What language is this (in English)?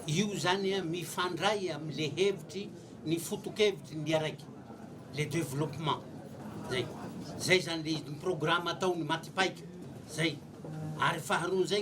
Malagasy